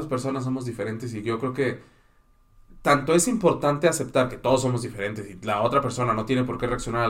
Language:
Spanish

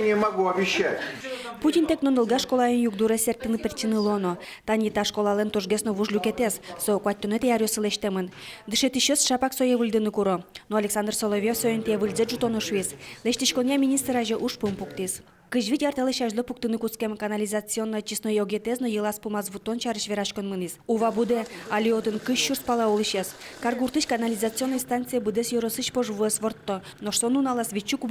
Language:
Udmurt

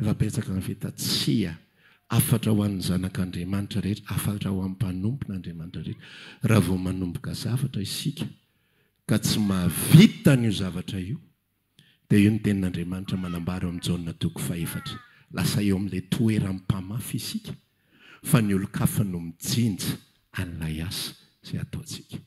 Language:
Malagasy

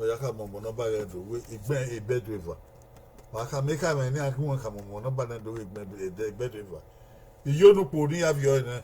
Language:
Bini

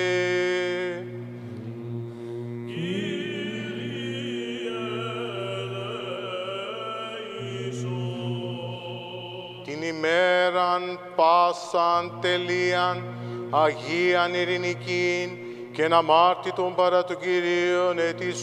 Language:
Greek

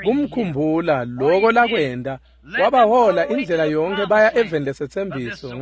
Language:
Swati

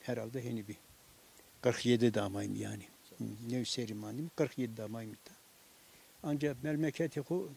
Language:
Zaza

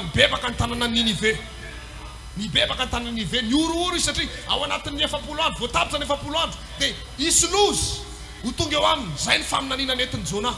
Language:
Malagasy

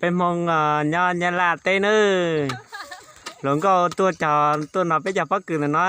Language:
Hmong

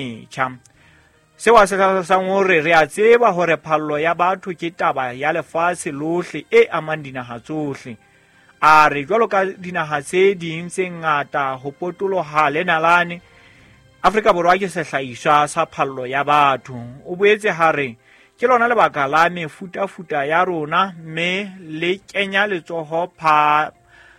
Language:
Southern Sotho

